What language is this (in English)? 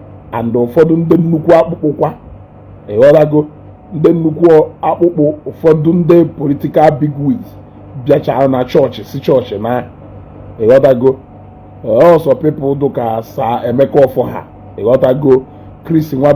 Igbo